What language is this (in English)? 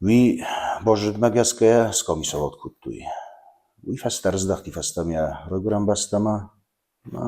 Ossetic